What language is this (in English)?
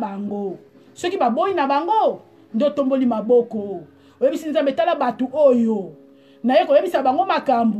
Lingala